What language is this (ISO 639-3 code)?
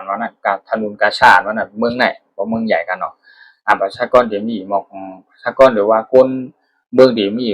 shn